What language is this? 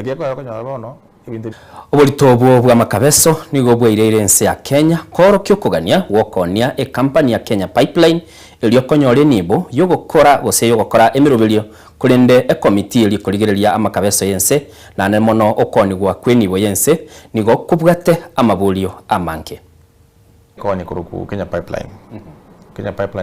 Gusii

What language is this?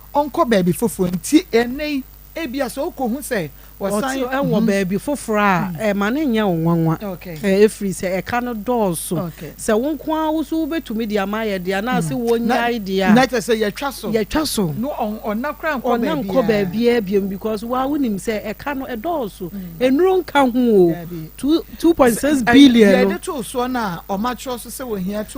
Akan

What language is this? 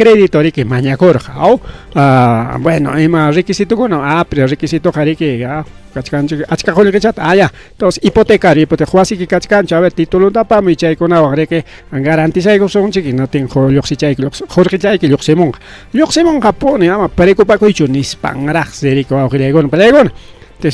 Ayacucho Quechua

